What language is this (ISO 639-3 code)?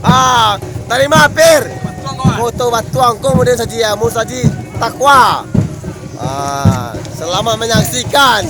min